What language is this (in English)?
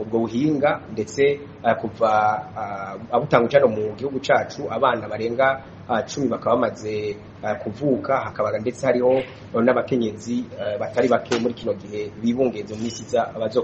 Rundi